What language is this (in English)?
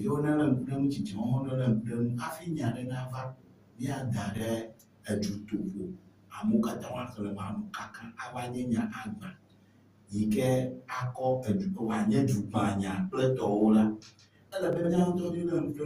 Ewe